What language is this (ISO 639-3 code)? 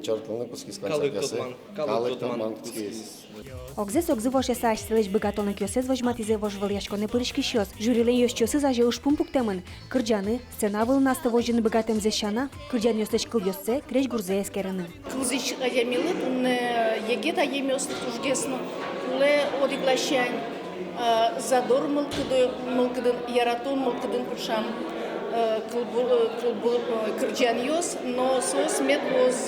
udm